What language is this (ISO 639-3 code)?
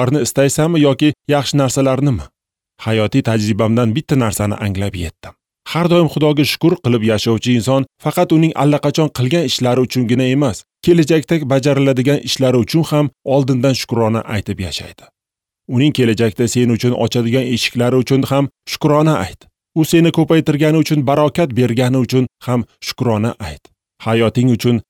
uzb